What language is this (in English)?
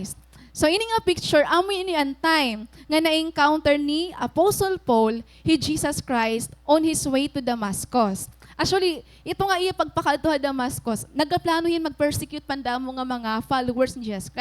Waray